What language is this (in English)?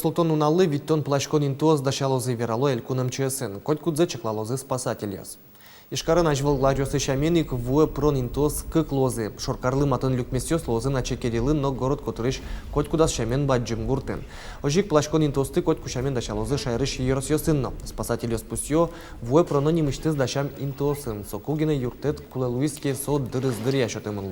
Udmurt